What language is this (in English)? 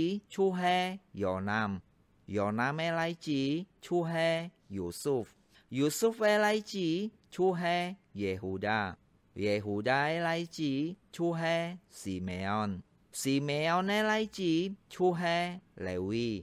Hakka Chinese